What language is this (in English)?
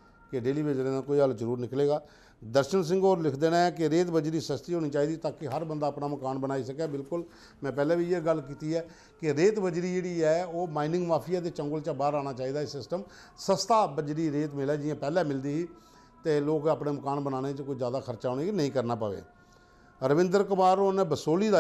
Dogri